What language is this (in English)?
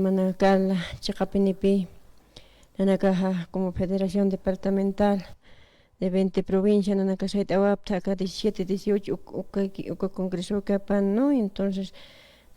Aymara